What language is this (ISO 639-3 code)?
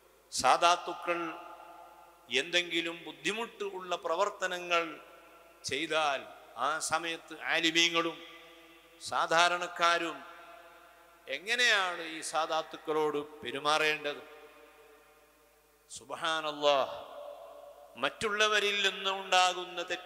mal